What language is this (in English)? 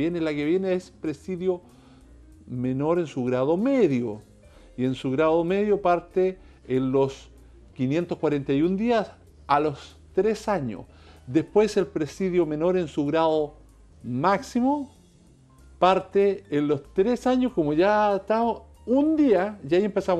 Spanish